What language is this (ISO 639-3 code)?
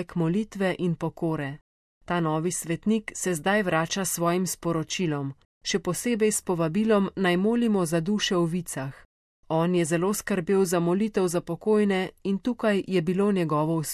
slv